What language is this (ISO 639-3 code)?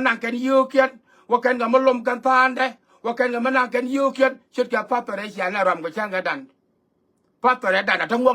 nus